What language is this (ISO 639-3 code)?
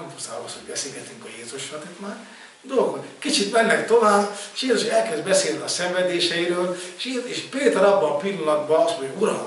hun